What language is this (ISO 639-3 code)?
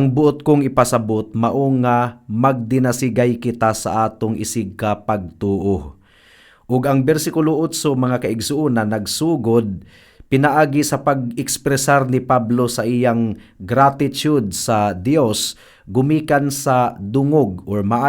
ceb